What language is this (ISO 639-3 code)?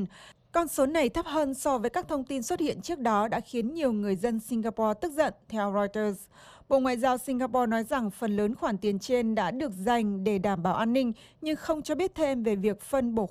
vie